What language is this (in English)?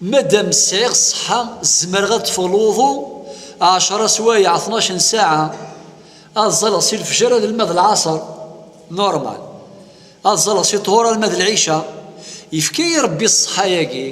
Kabyle